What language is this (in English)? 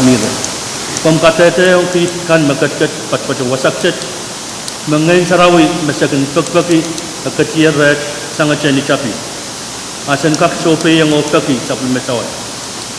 Pohnpeian